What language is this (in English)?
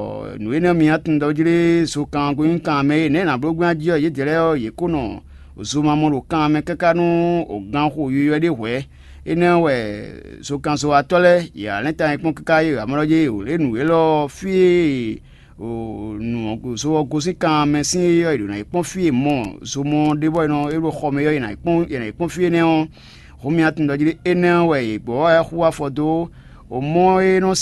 Fon